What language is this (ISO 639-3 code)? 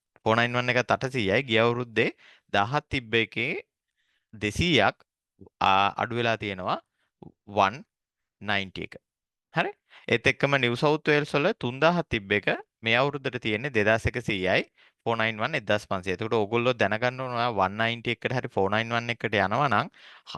sin